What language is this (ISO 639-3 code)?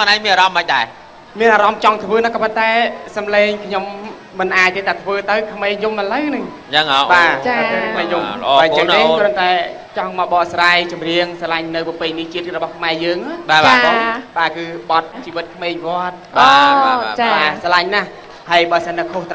khm